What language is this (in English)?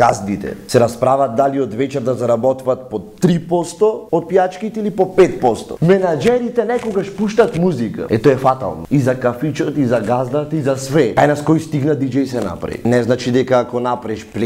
Macedonian